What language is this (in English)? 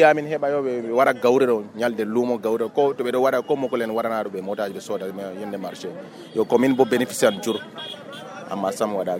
Nigerian Fulfulde